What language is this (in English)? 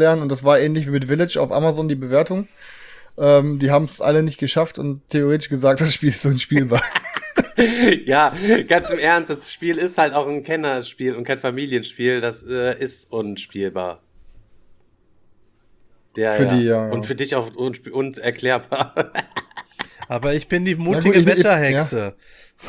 German